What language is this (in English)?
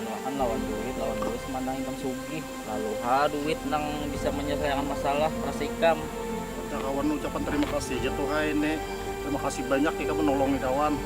Banjar